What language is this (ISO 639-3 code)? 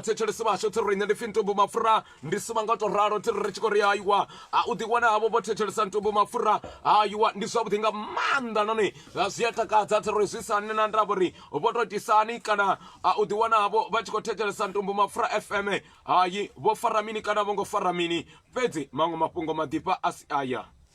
ven